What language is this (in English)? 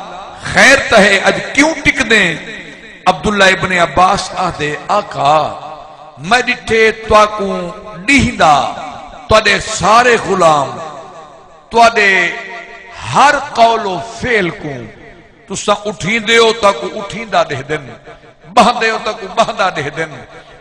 Saraiki